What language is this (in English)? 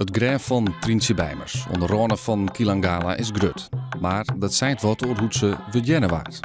Western Frisian